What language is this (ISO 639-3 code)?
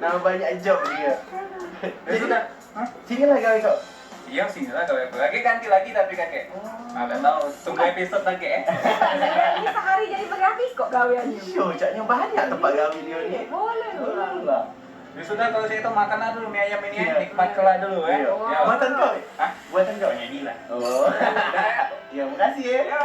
mui